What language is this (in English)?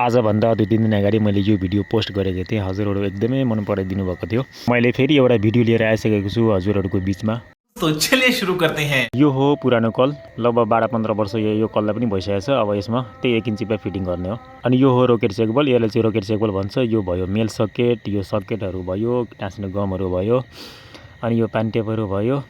Nepali